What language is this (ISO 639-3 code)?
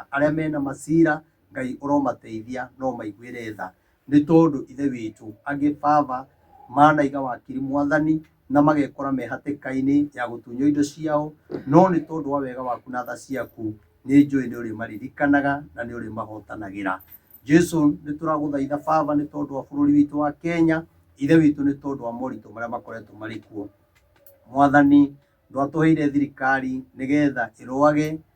kik